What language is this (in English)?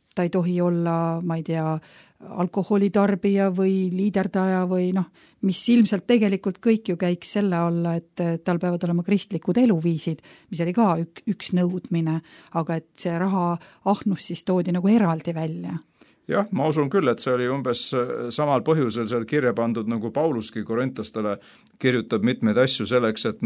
Estonian